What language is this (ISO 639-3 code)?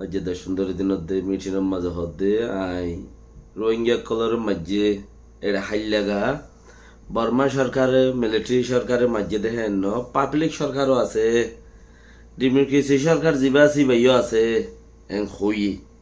rhg